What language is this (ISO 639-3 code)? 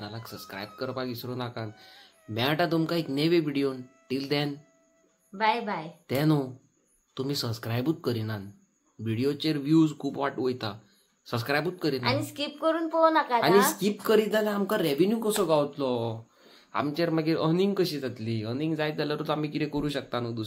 kok